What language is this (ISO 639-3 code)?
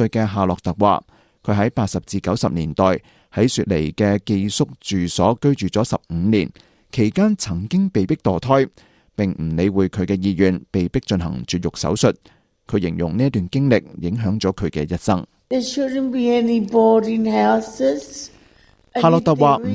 yue